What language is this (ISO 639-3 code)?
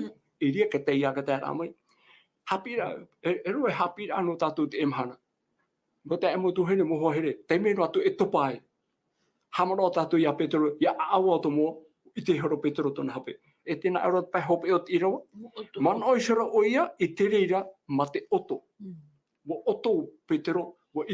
tah